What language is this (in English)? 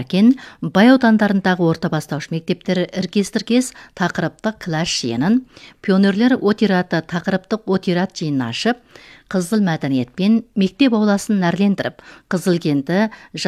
Kazakh